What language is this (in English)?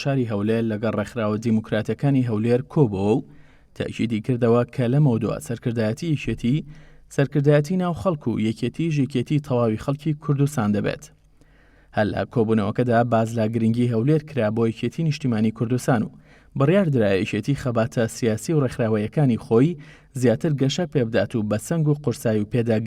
Central Kurdish